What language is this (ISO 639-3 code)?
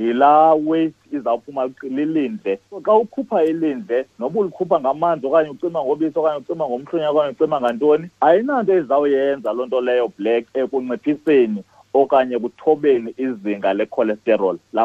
xho